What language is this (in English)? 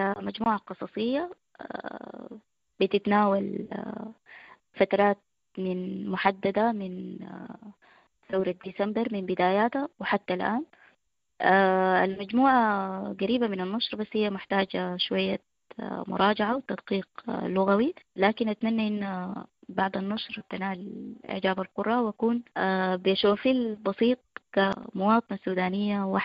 Sudanese Arabic